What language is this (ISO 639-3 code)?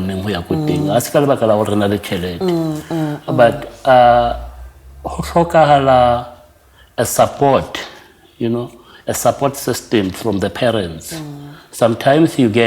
sot